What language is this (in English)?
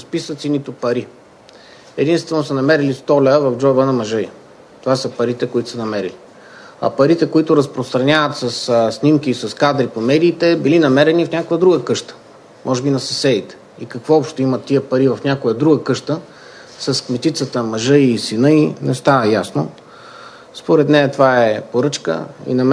Bulgarian